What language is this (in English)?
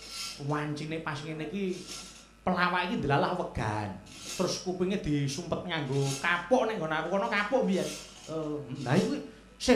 Javanese